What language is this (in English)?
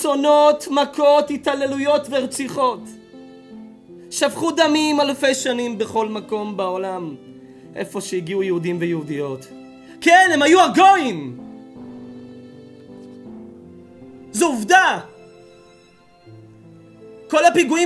Hebrew